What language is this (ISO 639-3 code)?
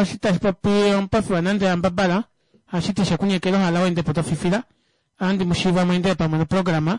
kua